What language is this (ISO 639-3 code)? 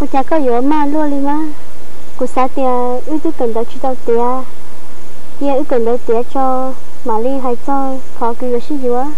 hmn